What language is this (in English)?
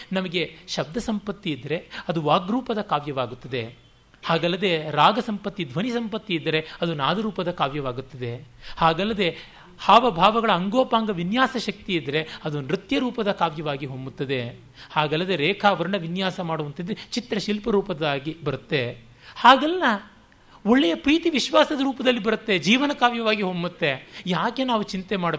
Kannada